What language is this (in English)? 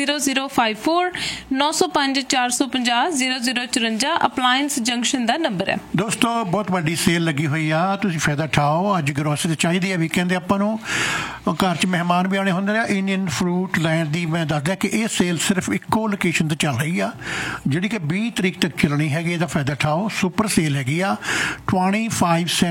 Punjabi